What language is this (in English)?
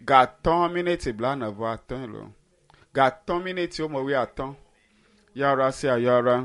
Ewe